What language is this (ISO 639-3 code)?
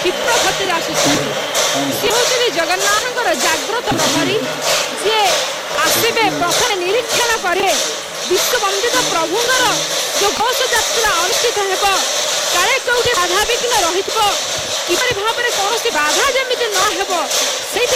ori